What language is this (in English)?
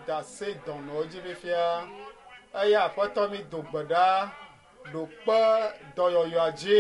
Ewe